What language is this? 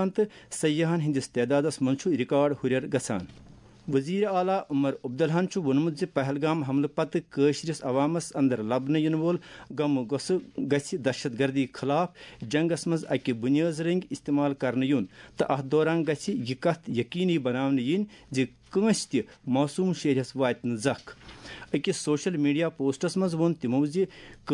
Kashmiri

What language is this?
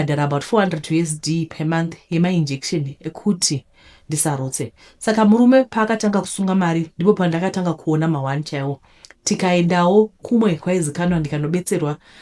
Shona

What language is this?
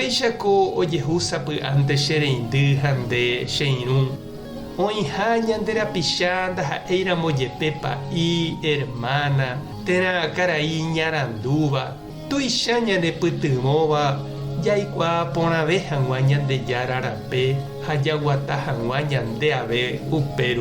Guarani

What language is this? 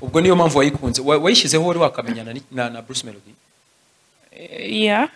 Kinyarwanda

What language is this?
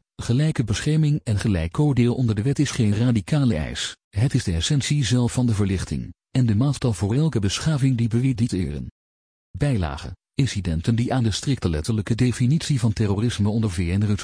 Dutch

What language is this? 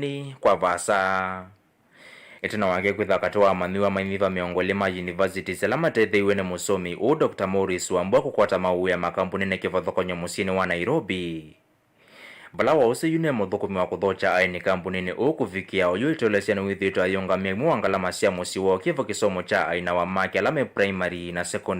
Kamba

